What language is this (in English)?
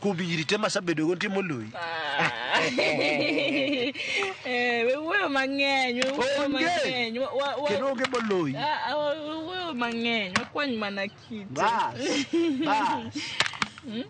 Luo (Kenya and Tanzania)